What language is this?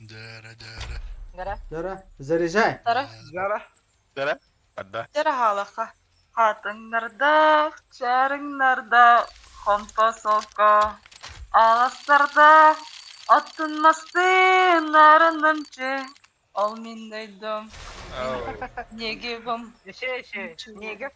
Yakut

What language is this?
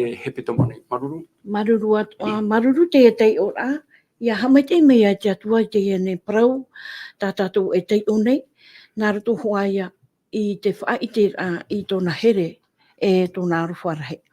Tahitian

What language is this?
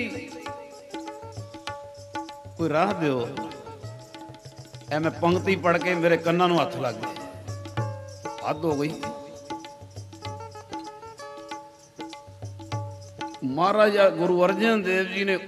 Punjabi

